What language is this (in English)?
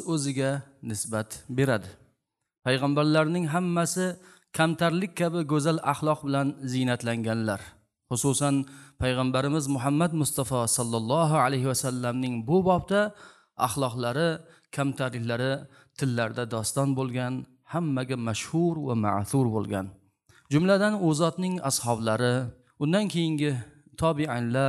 Uzbek